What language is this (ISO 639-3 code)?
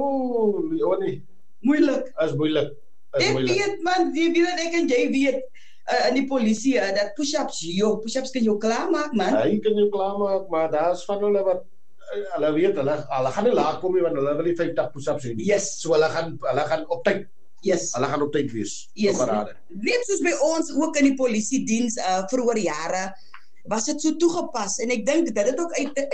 afr